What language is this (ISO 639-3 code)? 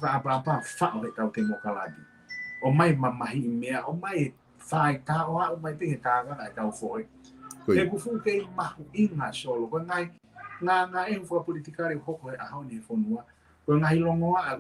ton